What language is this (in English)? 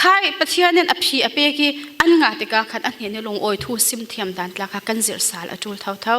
Falam Chin